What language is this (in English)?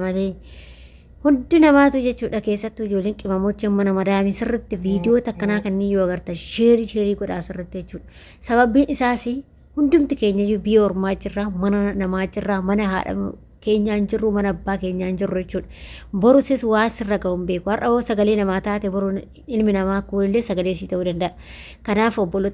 Oromo